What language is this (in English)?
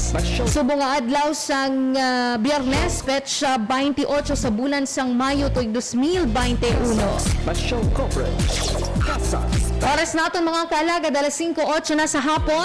Hiligaynon